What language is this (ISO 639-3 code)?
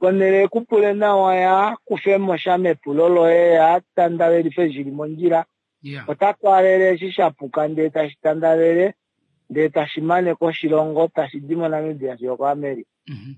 kua